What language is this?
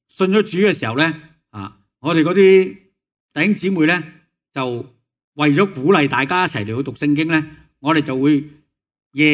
Cantonese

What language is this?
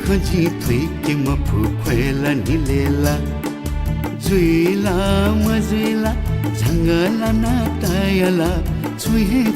Newari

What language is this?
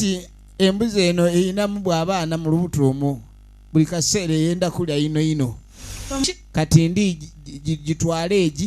Soga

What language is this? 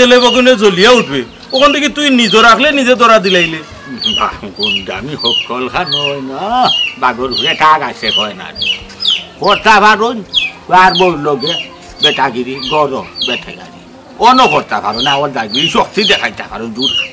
Sylheti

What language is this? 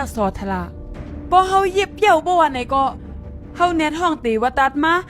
Shan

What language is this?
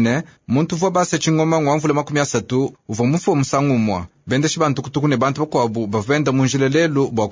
Luba-Lulua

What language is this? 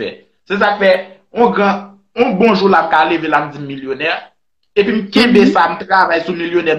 Haitian Creole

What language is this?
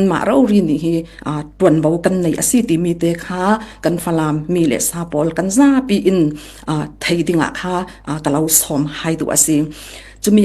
Falam Chin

